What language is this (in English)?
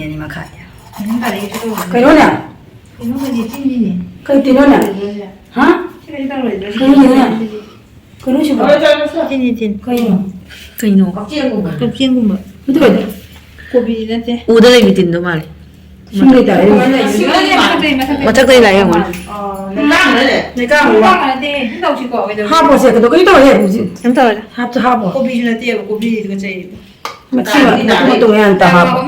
Manipuri